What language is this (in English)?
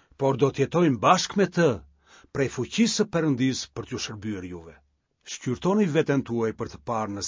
Albanian